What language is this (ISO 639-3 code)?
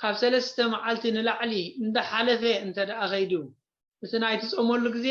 tir